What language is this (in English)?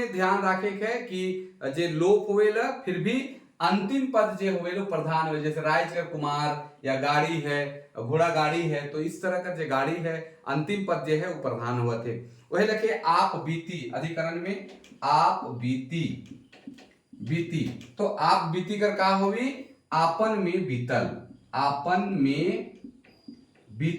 Sadri